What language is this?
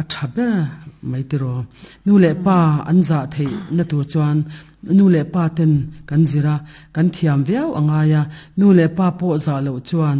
Mizo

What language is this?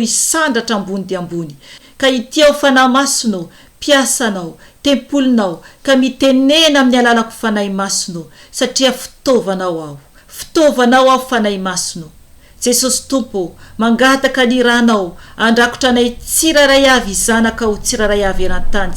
Malagasy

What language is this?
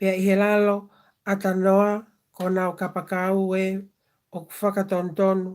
Tongan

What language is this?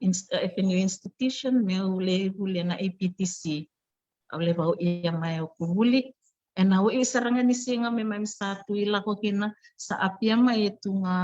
Fijian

